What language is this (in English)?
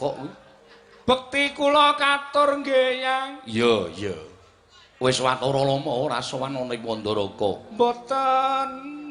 Javanese